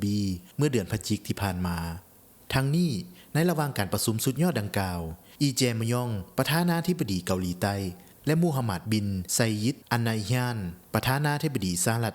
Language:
Lao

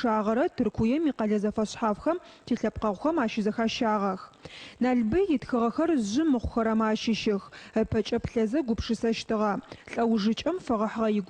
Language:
Adyghe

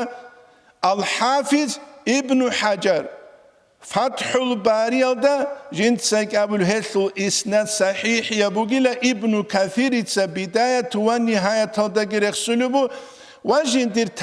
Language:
Avaric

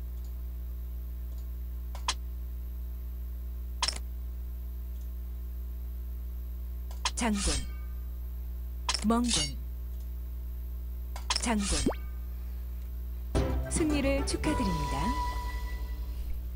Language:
Korean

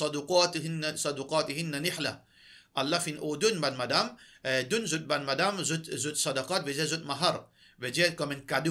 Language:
Morisyen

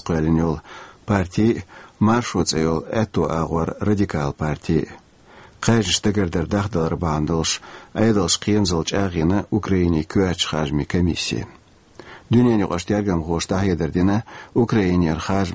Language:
Chechen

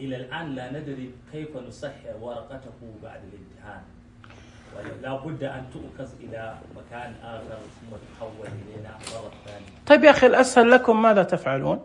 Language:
Najdi Arabic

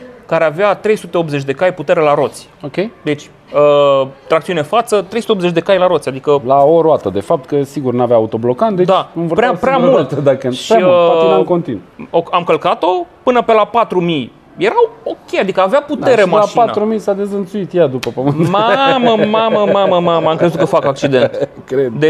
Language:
Romanian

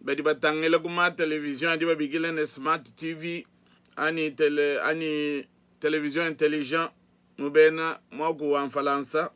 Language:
Luba-Lulua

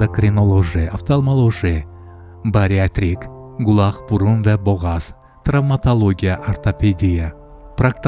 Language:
Azerbaijani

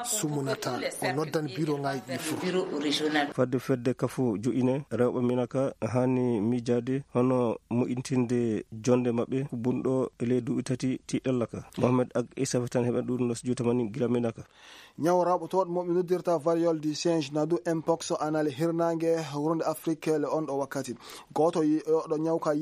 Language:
Fula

